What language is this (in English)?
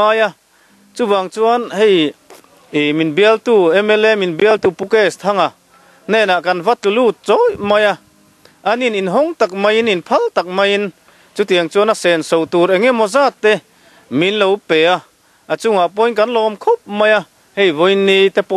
Mizo